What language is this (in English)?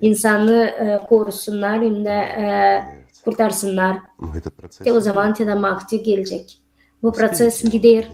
Gagauz